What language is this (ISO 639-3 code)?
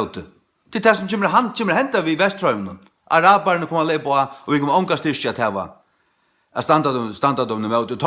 fao